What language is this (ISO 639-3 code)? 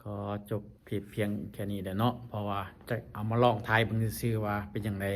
lao